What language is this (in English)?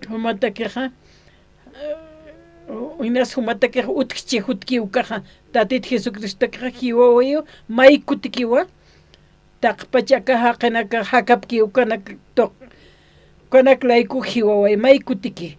Aymara